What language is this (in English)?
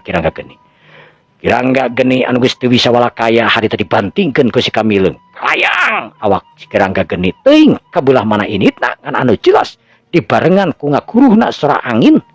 Sundanese